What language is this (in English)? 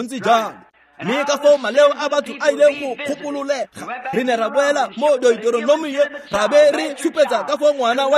Tswana